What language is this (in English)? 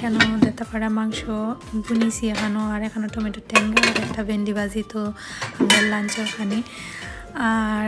Sylheti